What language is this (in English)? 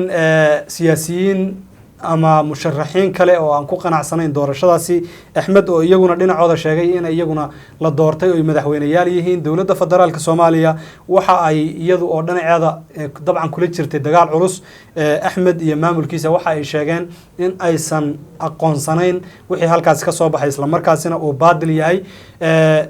Somali